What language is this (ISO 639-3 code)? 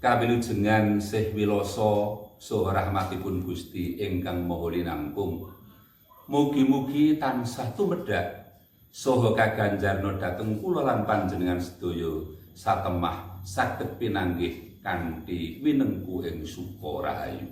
jav